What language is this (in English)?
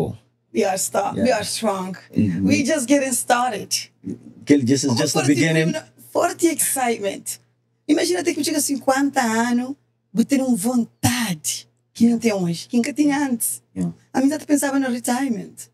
Kabuverdianu